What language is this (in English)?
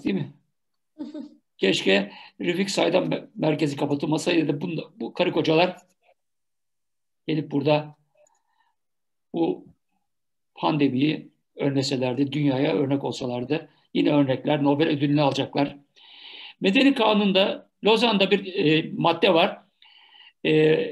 Turkish